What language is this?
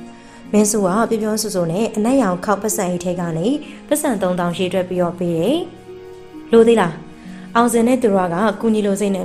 Burmese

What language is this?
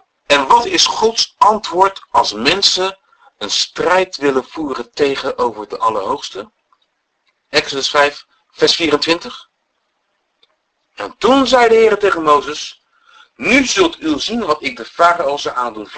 Dutch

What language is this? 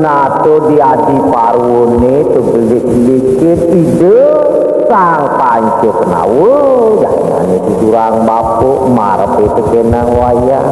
Balinese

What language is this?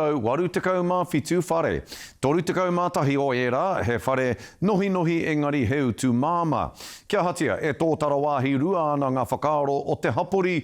Māori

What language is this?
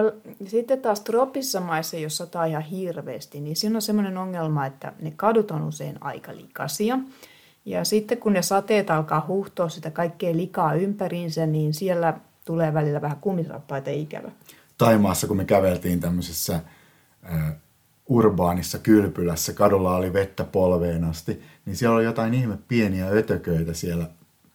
Finnish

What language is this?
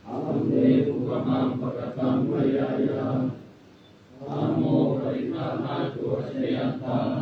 Pali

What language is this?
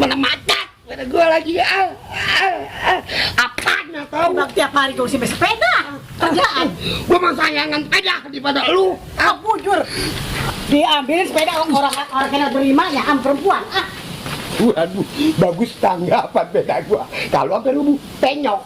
Betawi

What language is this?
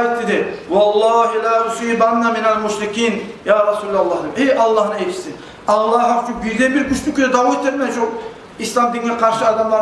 Kumyk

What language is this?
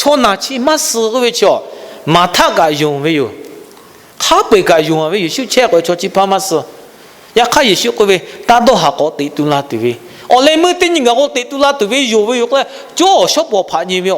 Lahu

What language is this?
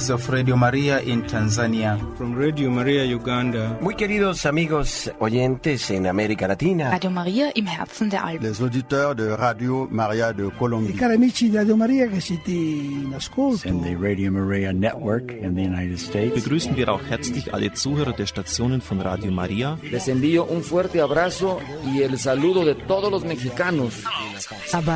Lithuanian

